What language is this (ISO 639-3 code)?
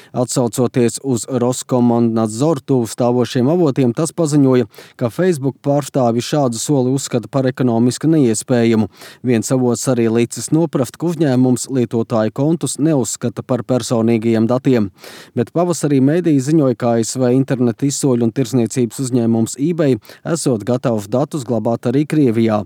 lav